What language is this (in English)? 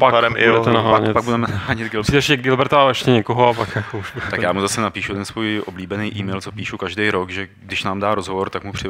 Czech